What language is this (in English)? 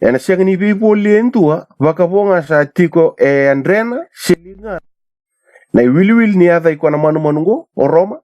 Fijian